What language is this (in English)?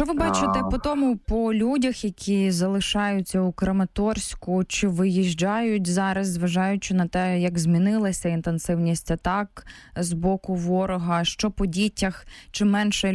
Ukrainian